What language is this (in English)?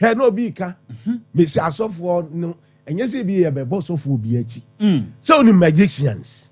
Akan